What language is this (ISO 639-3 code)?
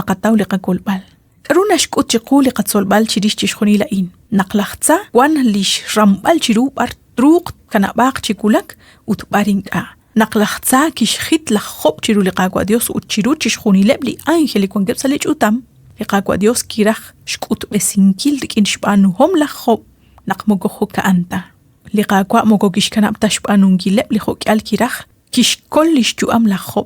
kek